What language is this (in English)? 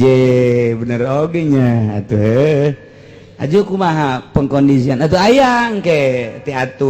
Sundanese